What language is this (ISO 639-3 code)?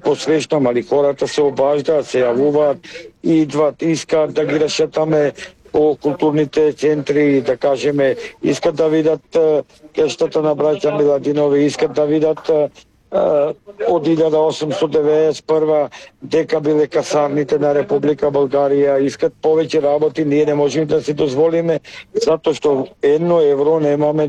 mkd